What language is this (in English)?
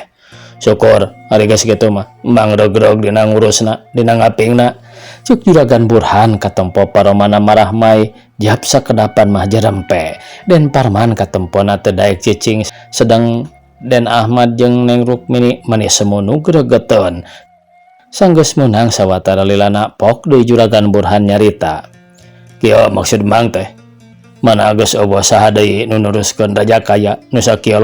Sundanese